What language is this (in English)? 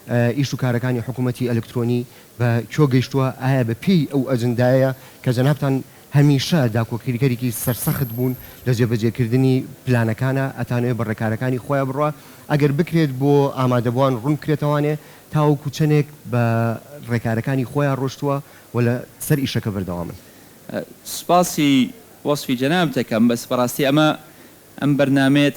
Central Kurdish